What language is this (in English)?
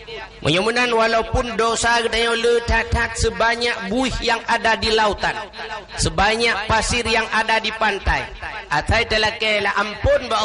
Achinese